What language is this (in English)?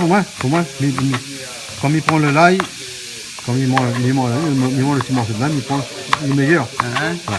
Réunion Creole French